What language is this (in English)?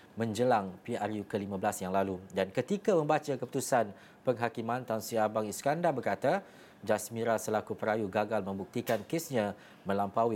Malay